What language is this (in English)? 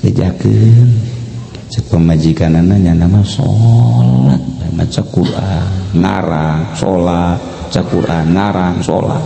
Sundanese